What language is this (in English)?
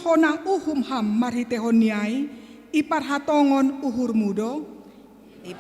Batak Simalungun